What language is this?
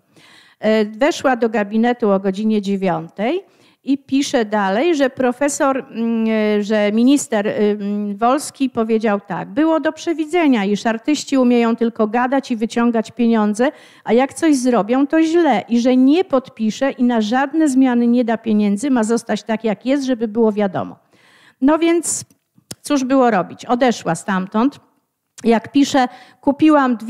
Polish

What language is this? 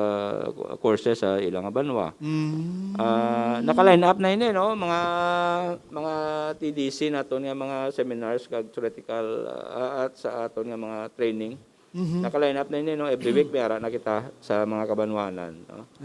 Hiligaynon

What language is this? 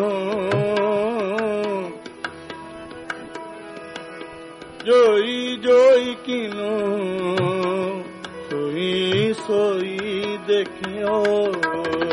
Punjabi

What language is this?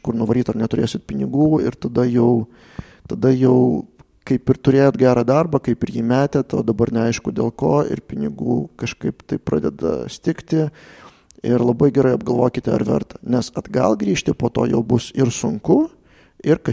Lithuanian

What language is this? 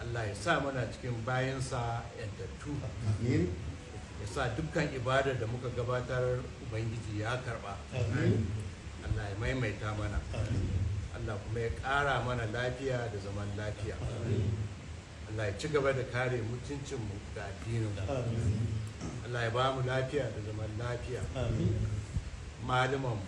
Hausa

